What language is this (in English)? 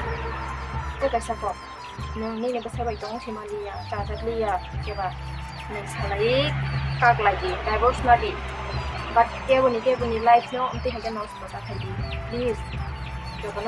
Kok Borok